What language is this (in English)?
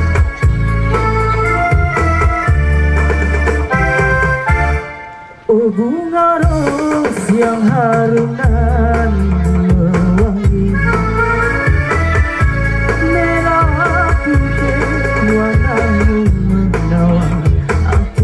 Malay